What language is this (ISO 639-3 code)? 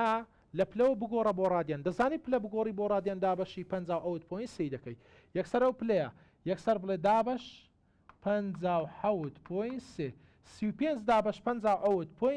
ckb